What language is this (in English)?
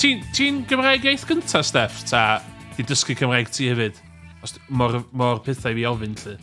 Welsh